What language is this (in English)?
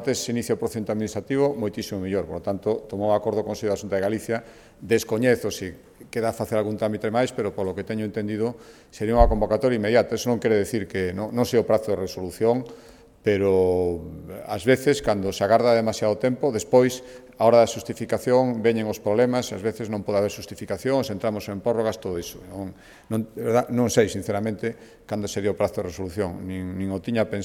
Galician